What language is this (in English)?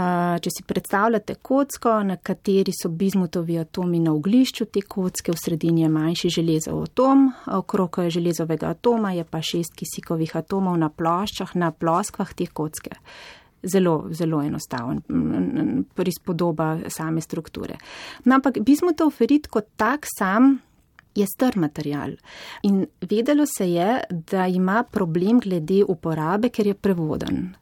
Slovenian